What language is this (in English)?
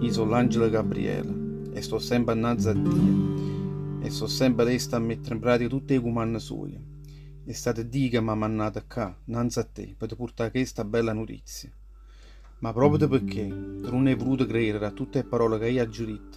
Neapolitan